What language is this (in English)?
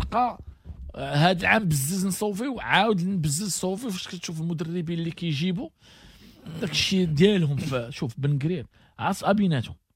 Moroccan Arabic